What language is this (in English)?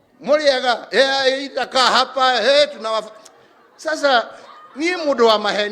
Kikuyu